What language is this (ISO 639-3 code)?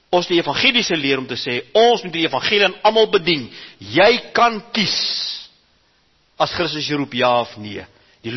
afr